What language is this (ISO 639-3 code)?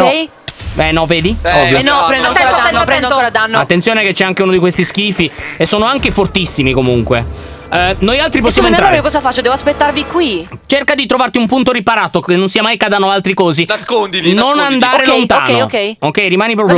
ita